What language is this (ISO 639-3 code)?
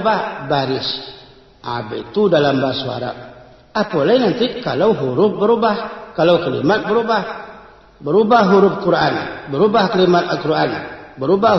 min